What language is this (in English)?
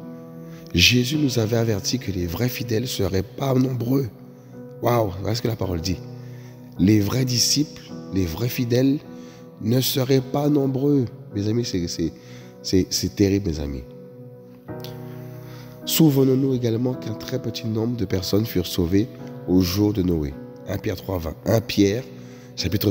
French